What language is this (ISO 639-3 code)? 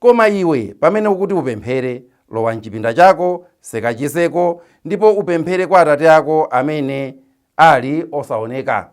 nya